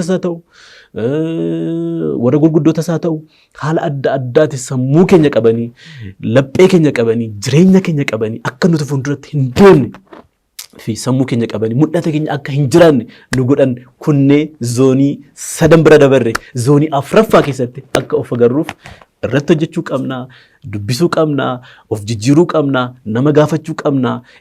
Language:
Oromo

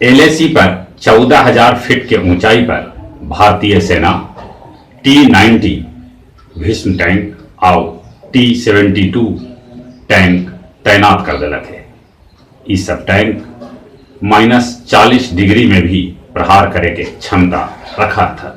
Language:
Magahi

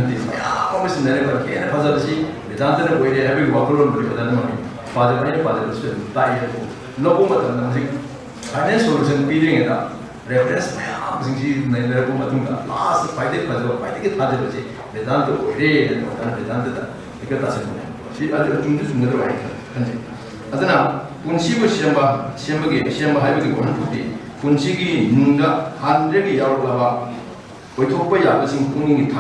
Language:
Manipuri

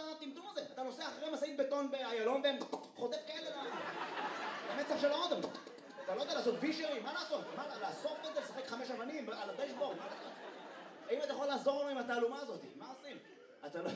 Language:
Hebrew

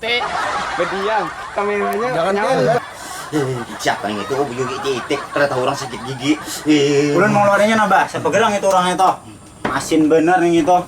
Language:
Banjar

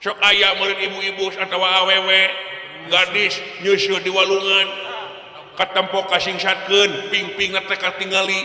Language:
Sundanese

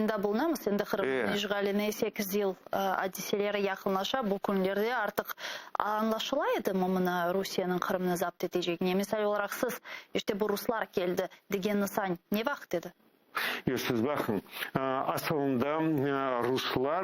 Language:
Crimean Tatar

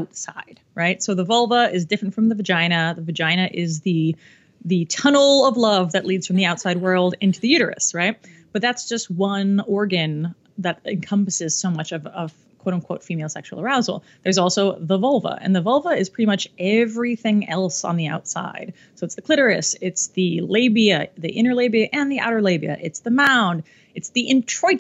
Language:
English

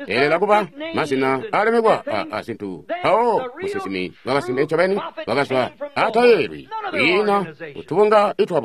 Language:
Tonga (Zambia)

